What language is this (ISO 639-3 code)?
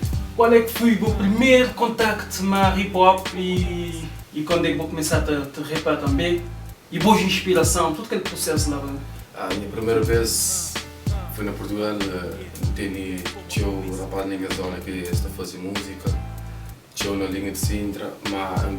kea